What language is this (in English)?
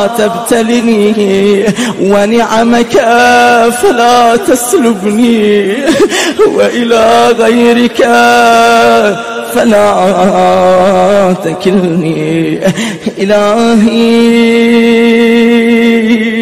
Arabic